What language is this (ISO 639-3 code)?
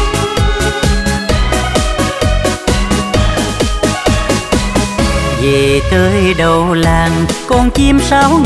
vie